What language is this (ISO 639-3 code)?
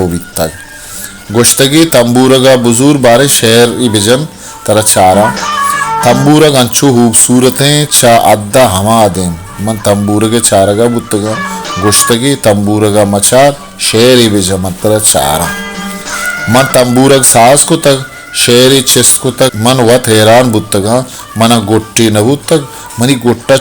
bal